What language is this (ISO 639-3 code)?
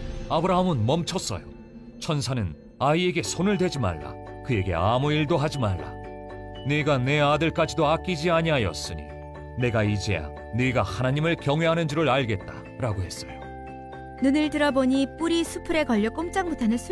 kor